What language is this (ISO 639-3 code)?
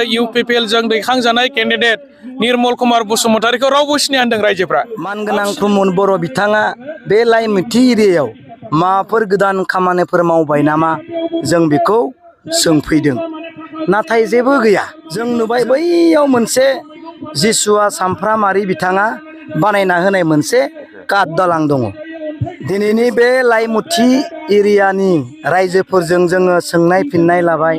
brx